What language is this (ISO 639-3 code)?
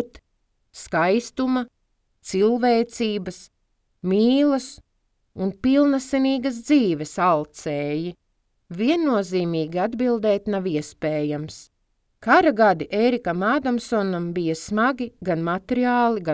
lav